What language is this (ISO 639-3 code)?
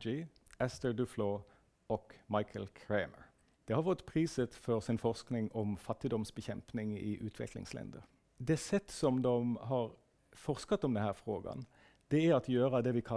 swe